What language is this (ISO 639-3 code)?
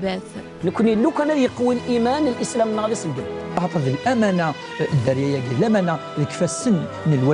kab